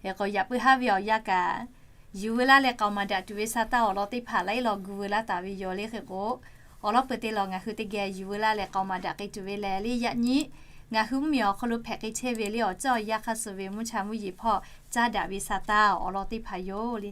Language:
Lahu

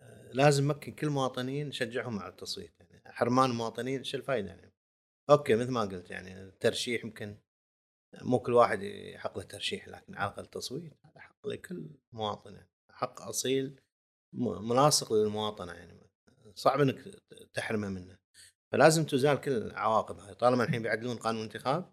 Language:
Gulf Arabic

